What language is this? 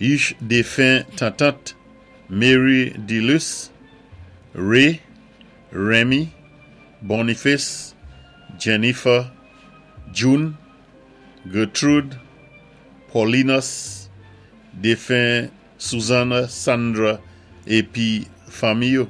Saint Lucian Creole French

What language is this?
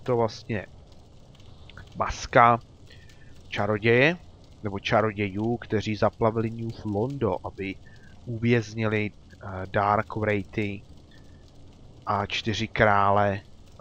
Czech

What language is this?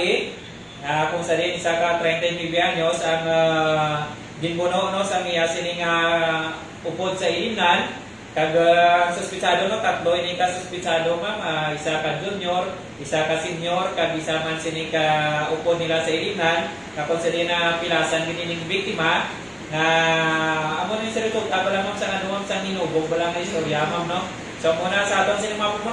Hiligaynon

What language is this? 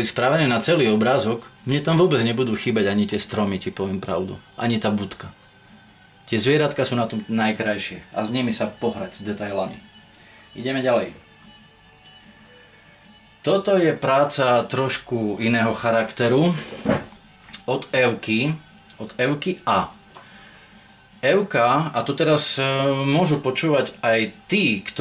Slovak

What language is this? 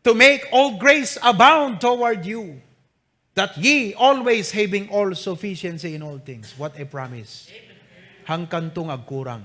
Iloko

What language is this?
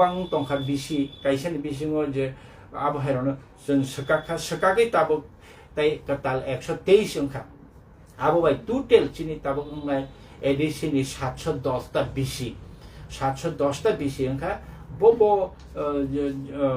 Kok Borok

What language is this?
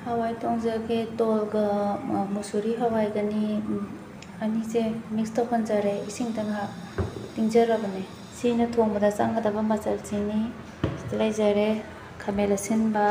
Manipuri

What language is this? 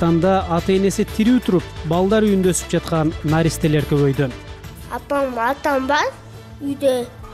Kyrgyz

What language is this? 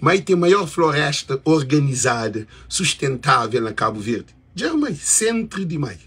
Kabuverdianu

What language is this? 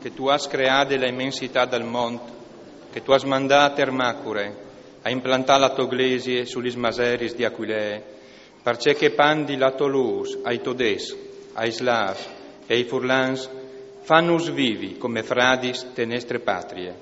Friulian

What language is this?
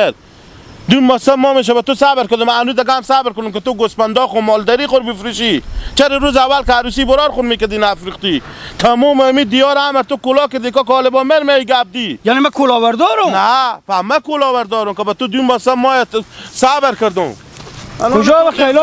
Hazaragi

